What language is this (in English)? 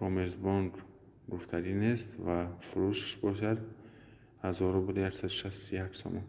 Tajik